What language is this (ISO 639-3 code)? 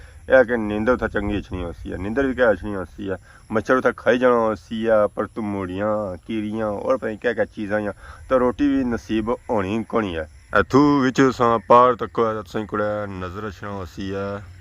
phr